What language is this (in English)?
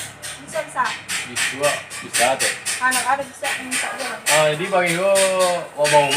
Minangkabau